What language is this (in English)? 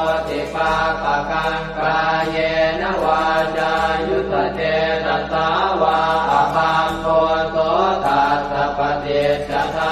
Pali